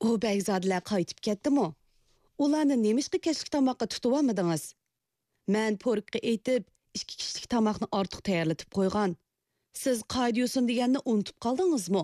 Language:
Uyghur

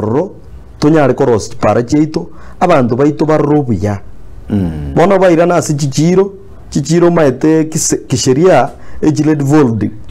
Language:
Gusii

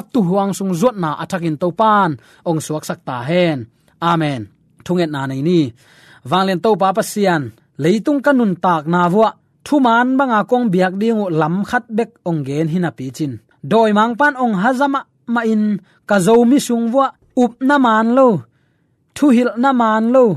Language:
Tedim Chin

